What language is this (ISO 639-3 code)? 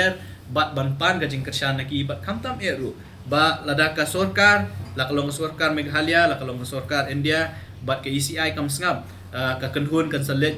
kha